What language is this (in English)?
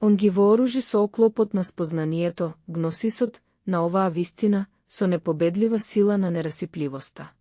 Macedonian